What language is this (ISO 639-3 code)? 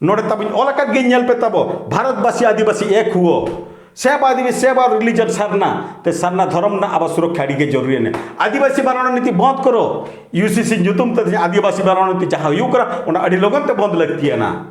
sat